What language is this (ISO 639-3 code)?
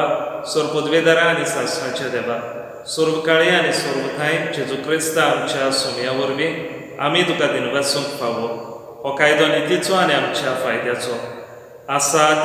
kok